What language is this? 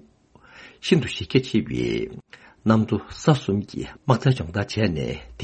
Tibetan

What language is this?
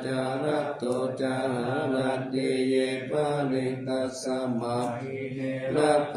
Pali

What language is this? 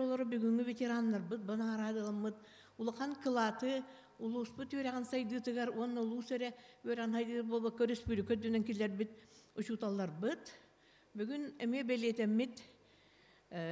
Yakut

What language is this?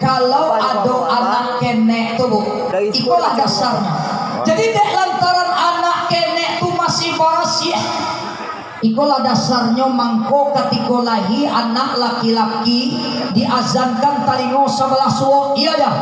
Minangkabau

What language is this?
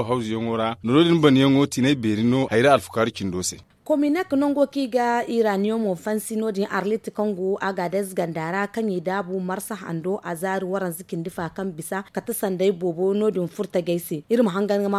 Zarma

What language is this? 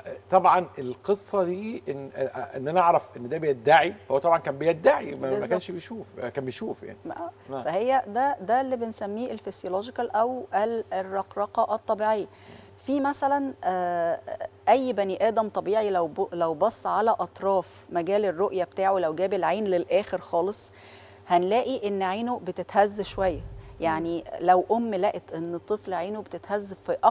Egyptian Arabic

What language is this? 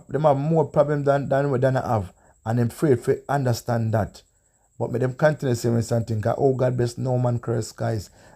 Jamaican Creole English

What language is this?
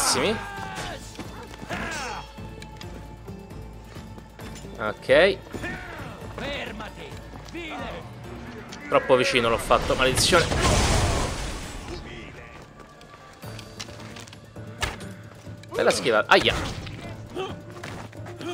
Italian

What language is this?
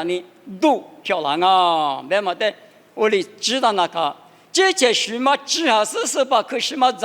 Lisu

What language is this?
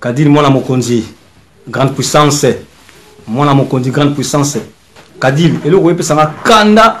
Lingala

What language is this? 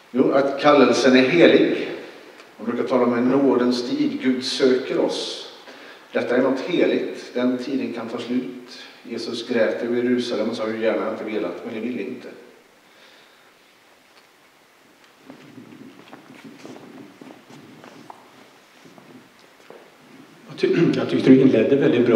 Swedish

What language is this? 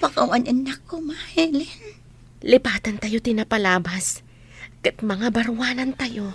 Iloko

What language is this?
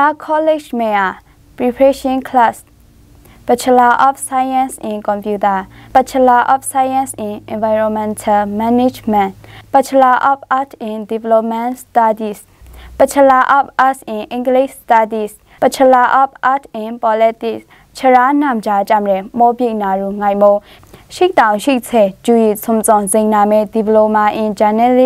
Maru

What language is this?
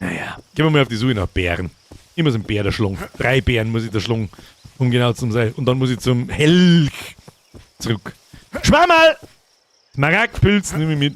Bavarian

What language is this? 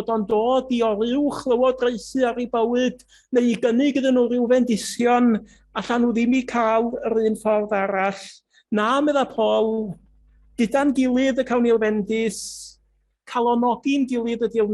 Welsh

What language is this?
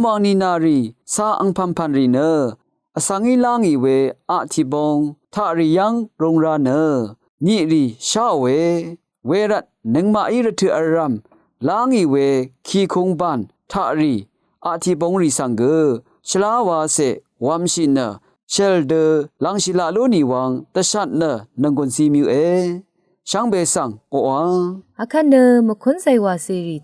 Rawang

